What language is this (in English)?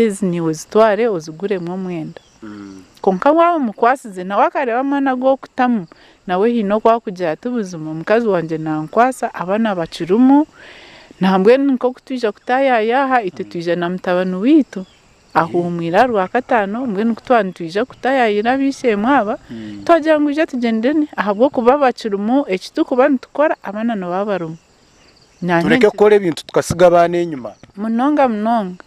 Nyankole